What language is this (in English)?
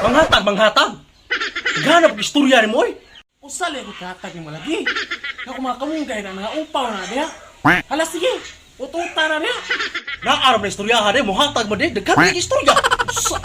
Cebuano